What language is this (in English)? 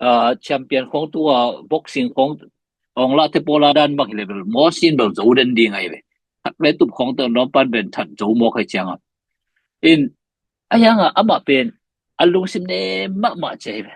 Tedim Chin